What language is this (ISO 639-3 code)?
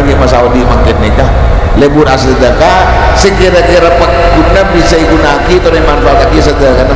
mad